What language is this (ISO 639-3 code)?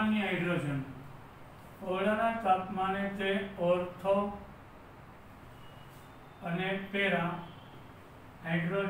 guj